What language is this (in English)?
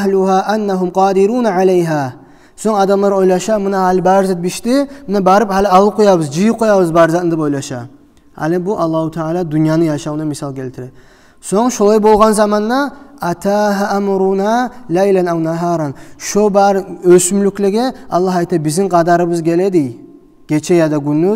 Kumyk